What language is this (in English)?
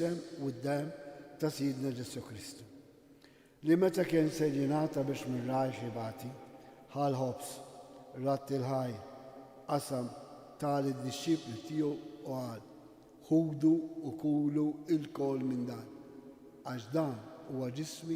Maltese